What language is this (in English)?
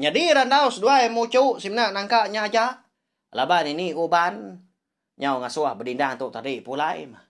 Iban